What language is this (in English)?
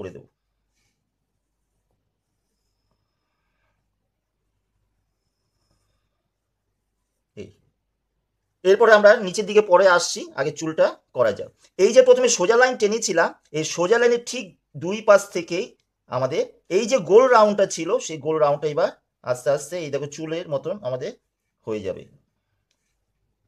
Bangla